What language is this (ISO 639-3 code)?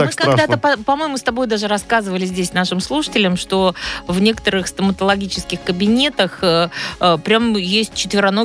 rus